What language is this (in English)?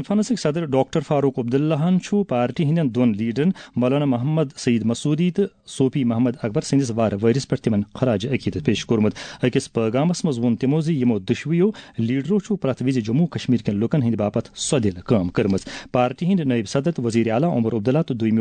Kashmiri